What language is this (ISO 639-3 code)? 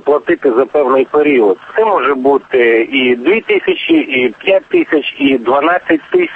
ukr